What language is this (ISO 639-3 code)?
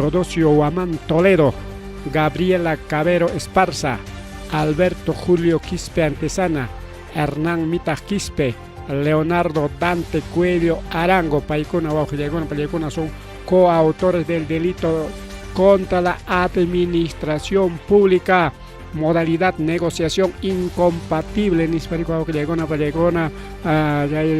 quy